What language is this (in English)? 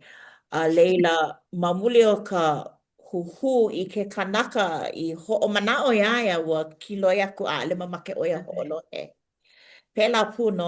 Hawaiian